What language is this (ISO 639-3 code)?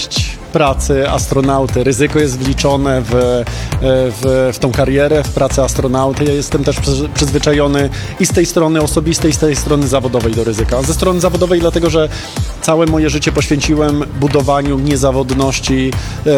pol